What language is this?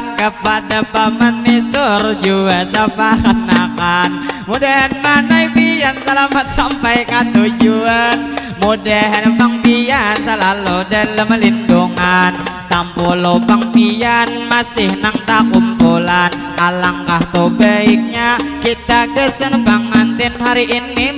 Banjar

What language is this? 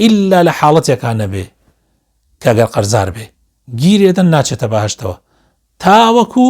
Central Kurdish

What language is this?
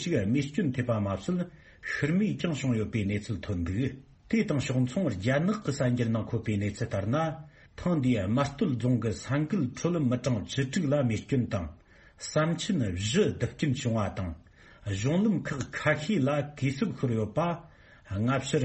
Tibetan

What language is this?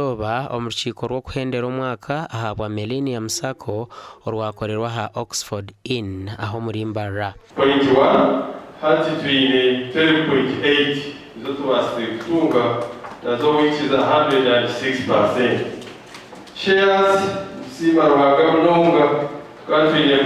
Nyankole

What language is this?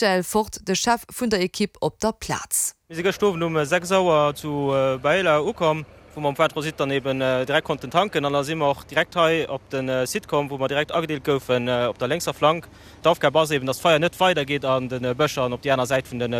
Luxembourgish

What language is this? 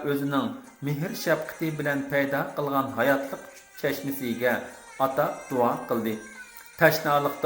Uyghur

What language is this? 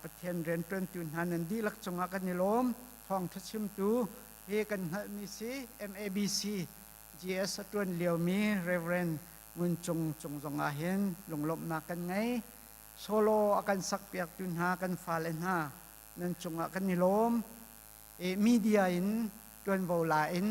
Hakha Chin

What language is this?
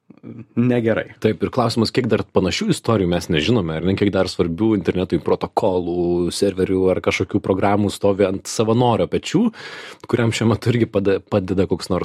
Lithuanian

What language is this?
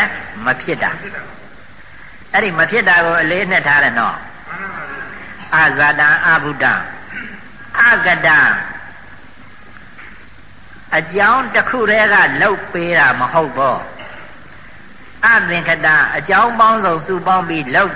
Burmese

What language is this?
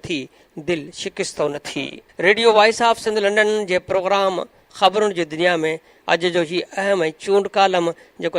Sindhi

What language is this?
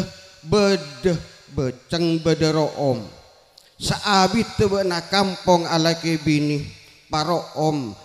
Madurese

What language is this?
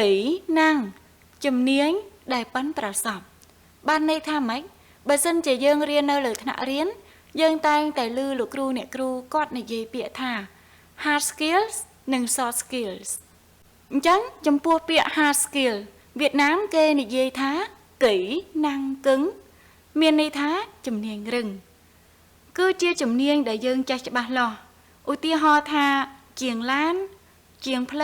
Khmer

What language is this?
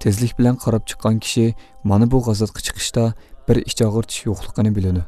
Uyghur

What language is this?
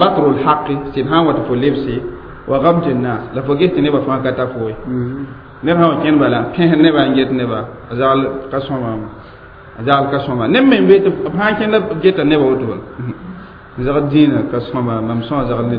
Mossi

